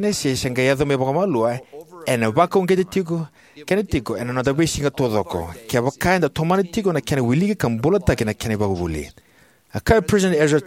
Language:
Fijian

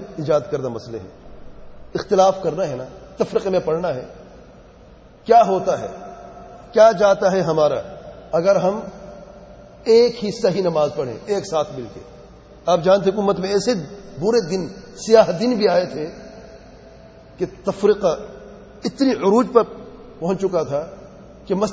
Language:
Urdu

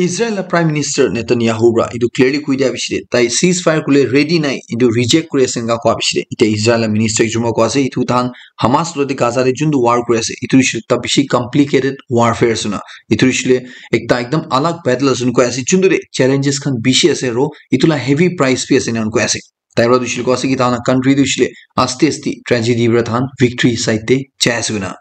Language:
Naga Pidgin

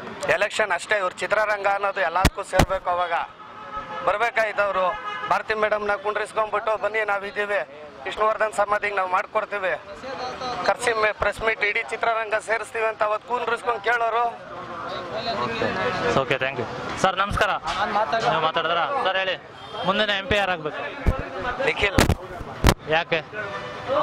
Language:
Kannada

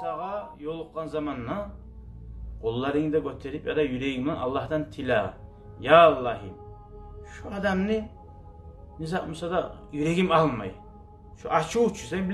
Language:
Kumyk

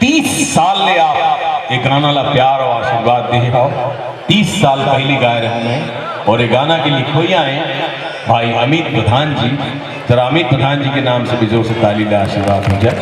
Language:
Chhattisgarhi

